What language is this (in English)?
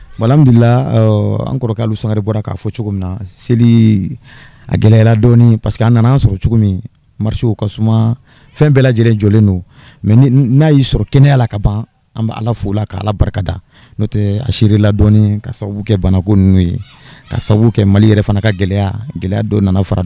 Bambara